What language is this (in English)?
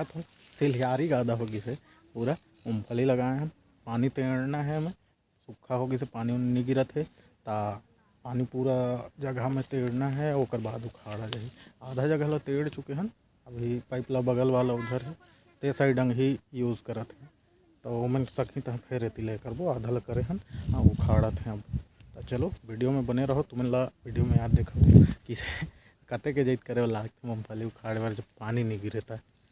Chhattisgarhi